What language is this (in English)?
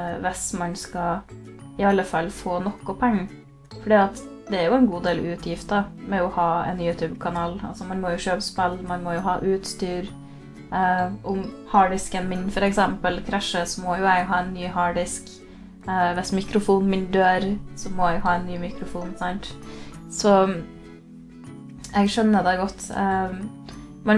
Norwegian